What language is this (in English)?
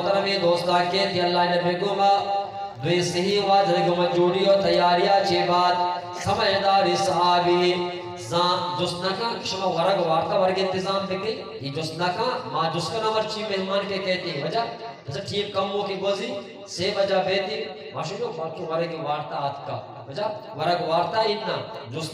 Eastern Balochi